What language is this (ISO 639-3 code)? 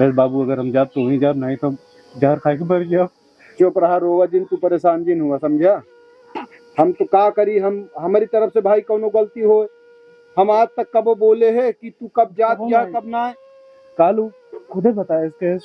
awa